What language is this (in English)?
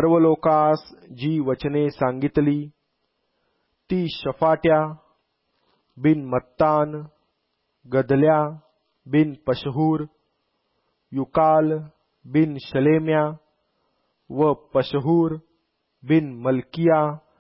Marathi